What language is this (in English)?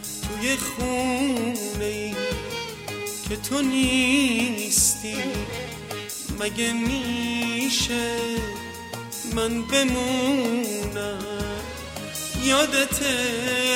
Persian